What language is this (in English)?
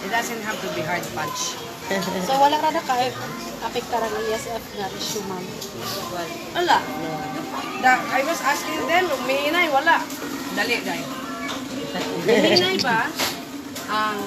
Cebuano